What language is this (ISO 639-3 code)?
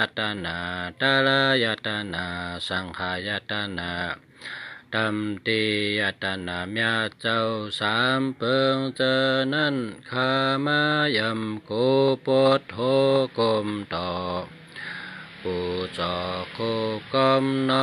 shn